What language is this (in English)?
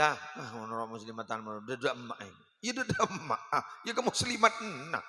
Madurese